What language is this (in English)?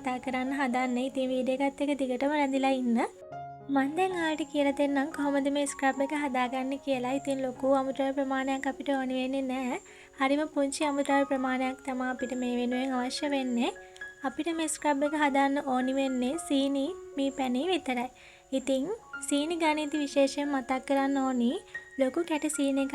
Sinhala